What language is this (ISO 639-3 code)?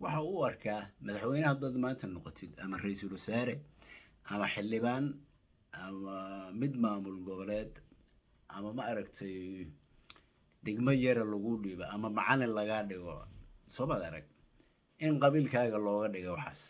som